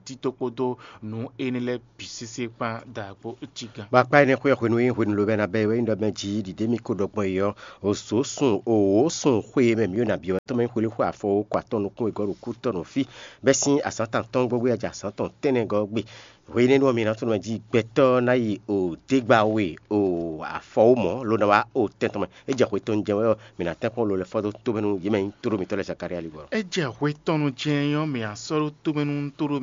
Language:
Fon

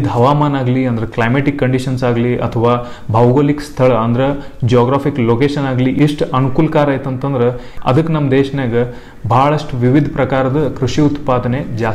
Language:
Kannada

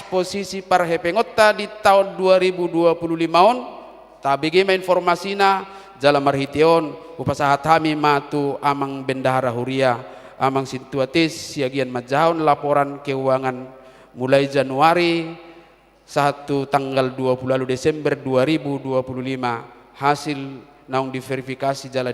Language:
Batak Toba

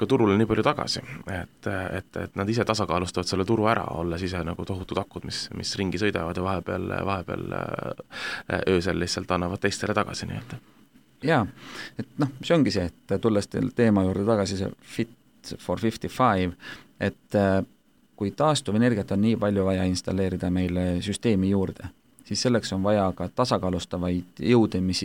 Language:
Estonian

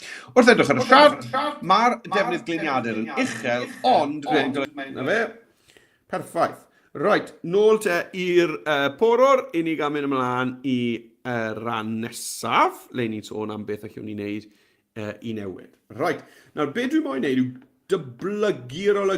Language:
Welsh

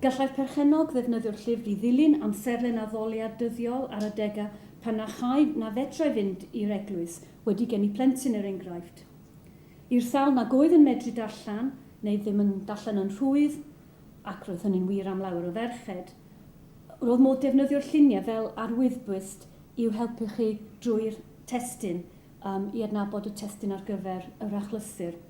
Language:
Welsh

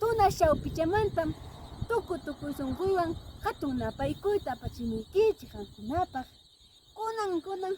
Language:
Ayacucho Quechua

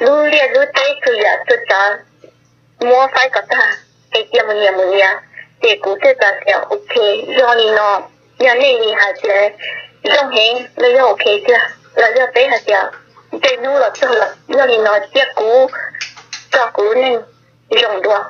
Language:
Hmong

